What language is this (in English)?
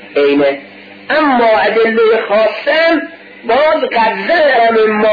Persian